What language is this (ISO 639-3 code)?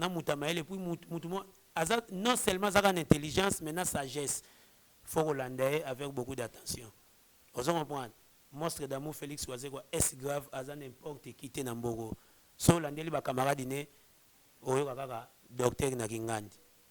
lin